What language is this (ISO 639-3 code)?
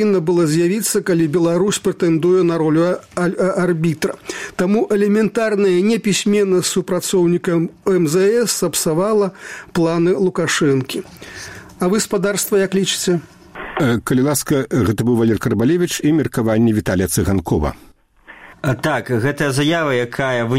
bel